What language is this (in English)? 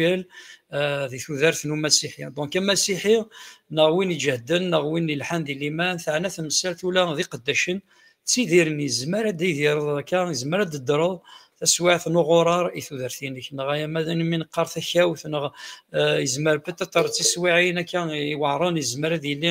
Kabyle